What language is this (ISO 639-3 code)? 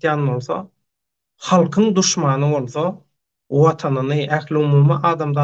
tuk